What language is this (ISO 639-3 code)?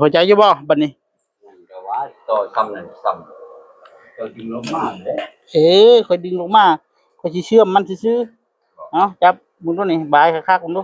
tts